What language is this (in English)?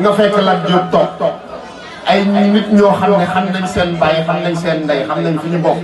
Wolof